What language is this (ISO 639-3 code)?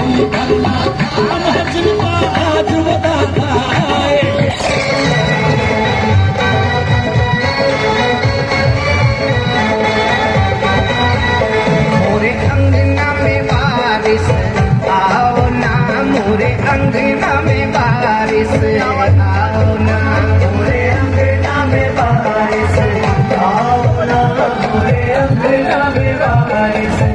hin